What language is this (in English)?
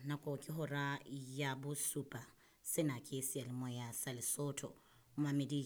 Southern Sotho